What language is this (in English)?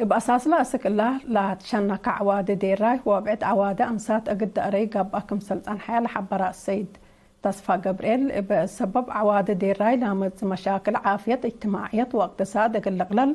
Tigre